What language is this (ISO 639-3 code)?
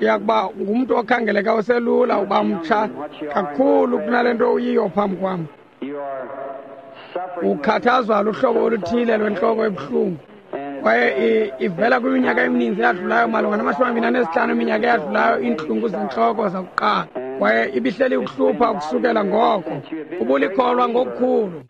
xho